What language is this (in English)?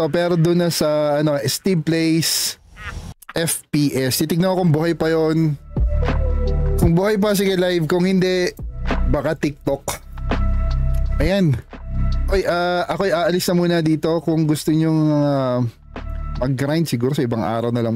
Filipino